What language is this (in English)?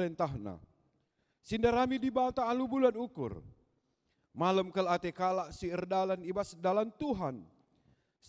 Batak Karo